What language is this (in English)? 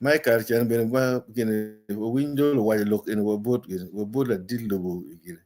Acoli